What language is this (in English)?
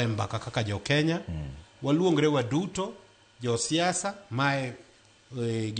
Luo (Kenya and Tanzania)